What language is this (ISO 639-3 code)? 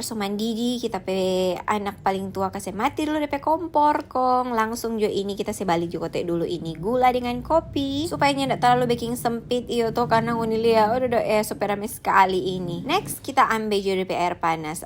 xmm